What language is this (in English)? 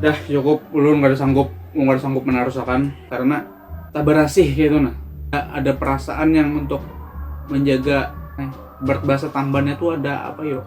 Banjar